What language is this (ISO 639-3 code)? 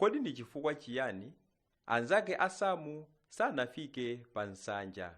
nya